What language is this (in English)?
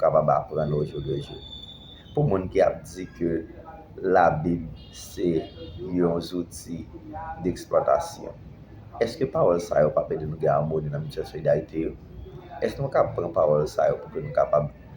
Haitian Creole